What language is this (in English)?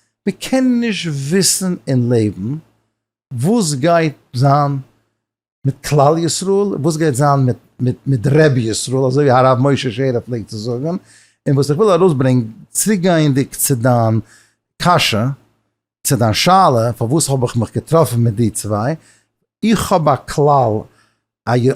Yiddish